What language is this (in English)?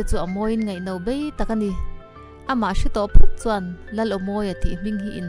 Mizo